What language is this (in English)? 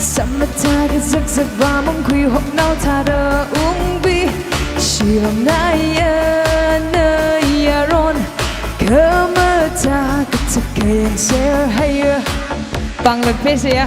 Tangkhul Naga (India)